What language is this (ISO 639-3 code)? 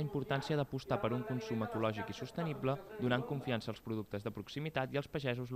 cat